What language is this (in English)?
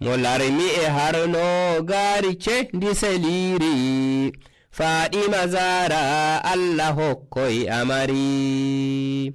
Nigerian Fulfulde